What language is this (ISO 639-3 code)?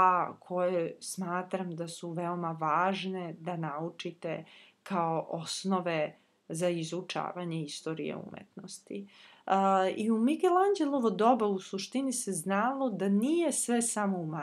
srp